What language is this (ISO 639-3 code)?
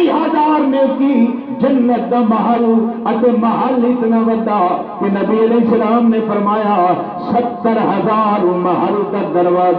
skr